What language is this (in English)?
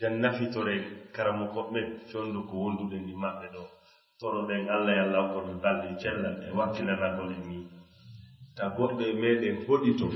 Fula